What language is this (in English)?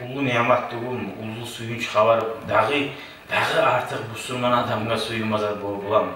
Kumyk